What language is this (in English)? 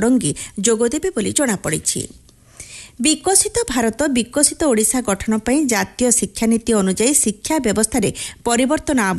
Odia